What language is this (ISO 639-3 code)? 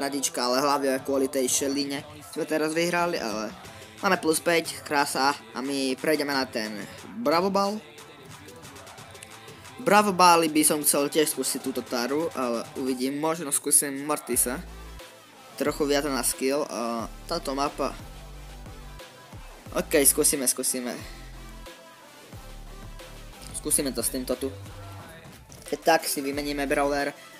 slk